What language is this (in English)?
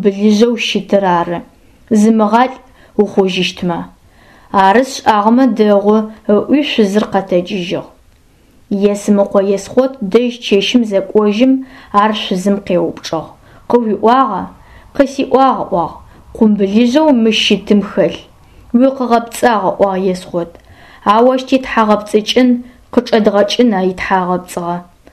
Adyghe